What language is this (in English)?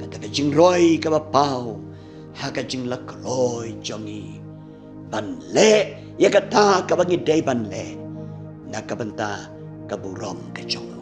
Khasi